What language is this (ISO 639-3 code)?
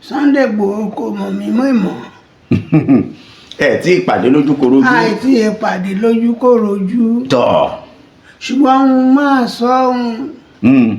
yor